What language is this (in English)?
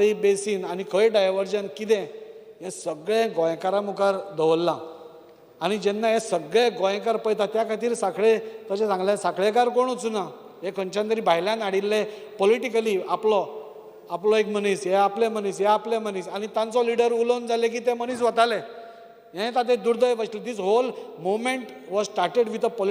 Konkani